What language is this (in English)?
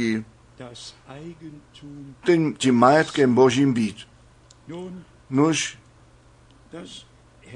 Czech